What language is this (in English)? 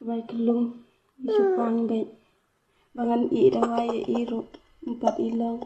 Khasi